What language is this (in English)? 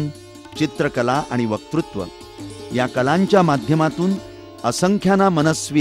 Marathi